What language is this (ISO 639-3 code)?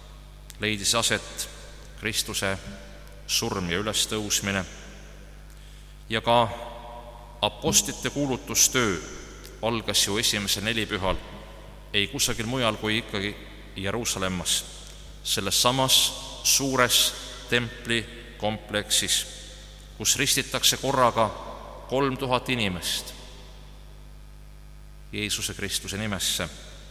est